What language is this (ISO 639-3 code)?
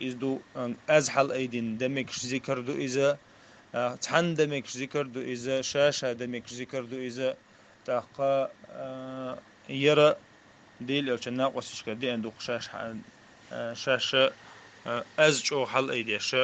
che